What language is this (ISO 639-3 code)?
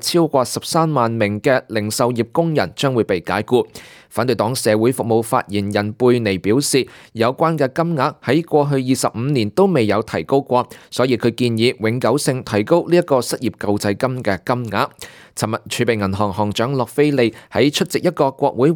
yue